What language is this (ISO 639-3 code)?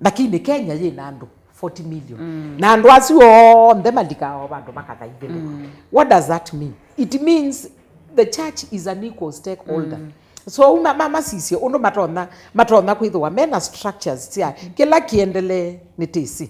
kam